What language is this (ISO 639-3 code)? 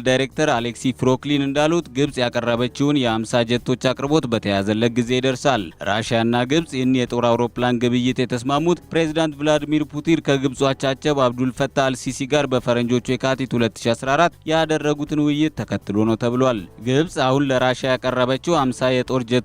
amh